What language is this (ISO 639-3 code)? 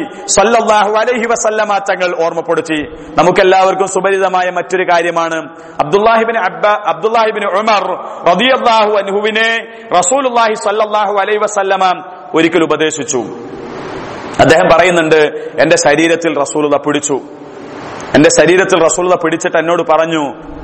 mal